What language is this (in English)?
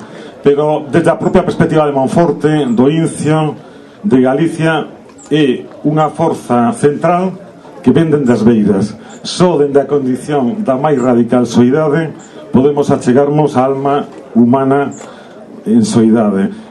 Galician